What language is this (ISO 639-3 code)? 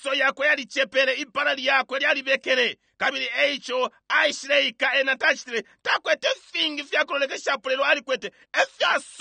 bem